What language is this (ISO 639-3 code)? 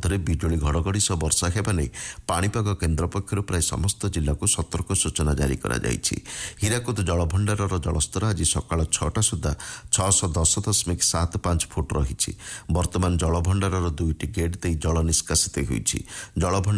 ori